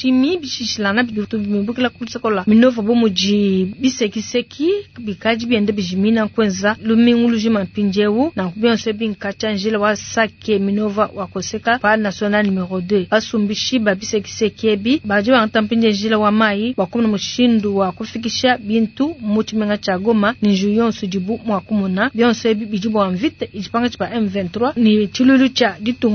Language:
Luba-Lulua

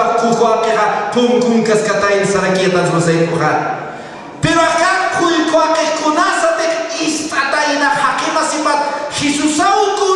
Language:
Aymara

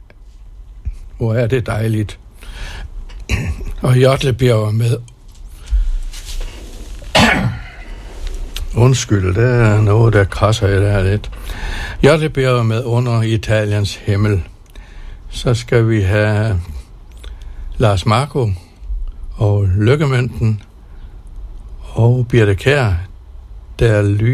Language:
Danish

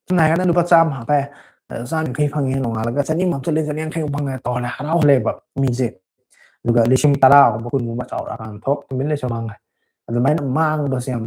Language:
Manipuri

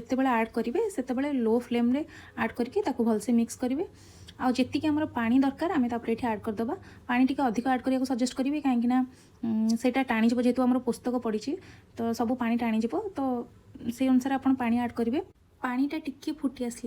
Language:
Odia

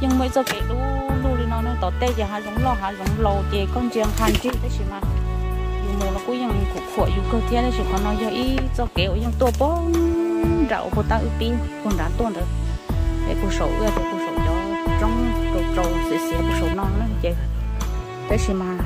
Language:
Hmong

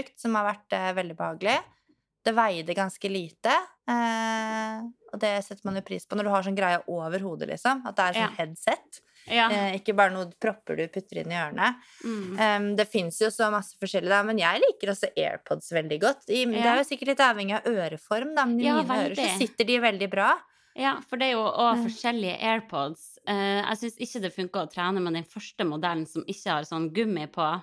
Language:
Norwegian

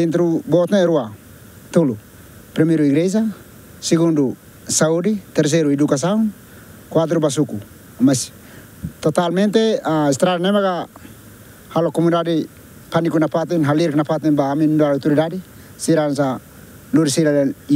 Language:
Tetum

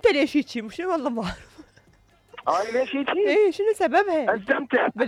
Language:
Mesopotamian Arabic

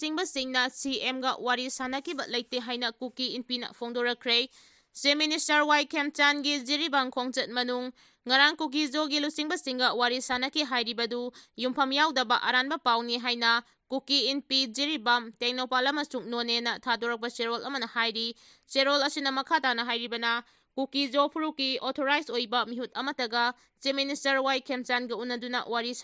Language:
Manipuri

